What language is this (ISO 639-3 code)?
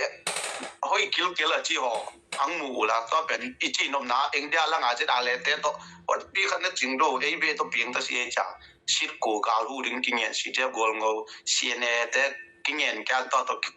ctd